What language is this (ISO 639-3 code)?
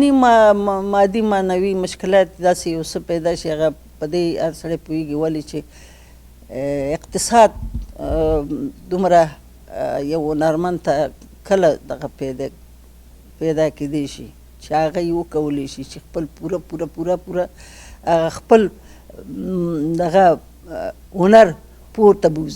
pus